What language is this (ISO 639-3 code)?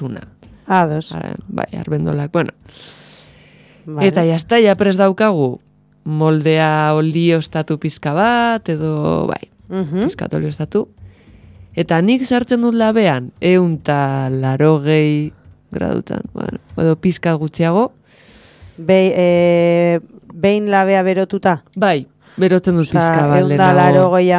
eus